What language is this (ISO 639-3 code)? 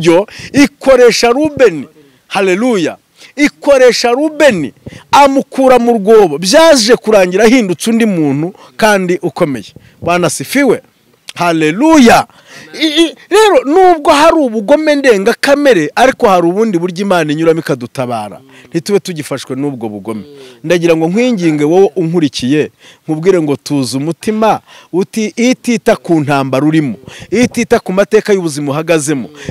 kin